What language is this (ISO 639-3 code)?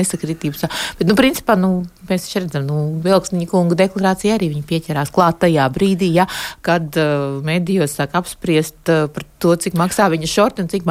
lav